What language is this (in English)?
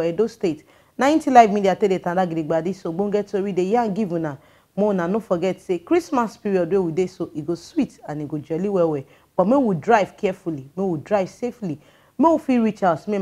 Nigerian Pidgin